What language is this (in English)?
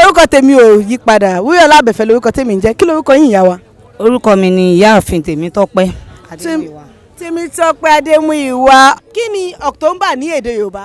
Yoruba